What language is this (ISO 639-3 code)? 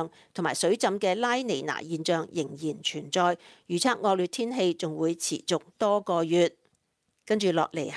yue